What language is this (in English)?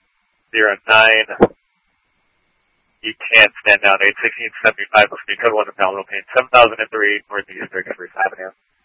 English